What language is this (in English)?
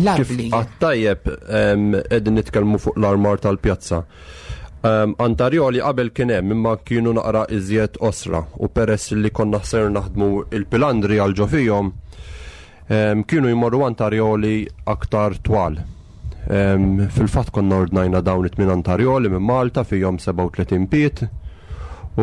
Maltese